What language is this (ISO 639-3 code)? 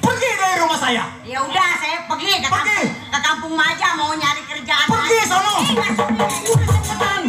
bew